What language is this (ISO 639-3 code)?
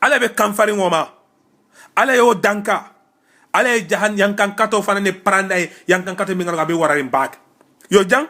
man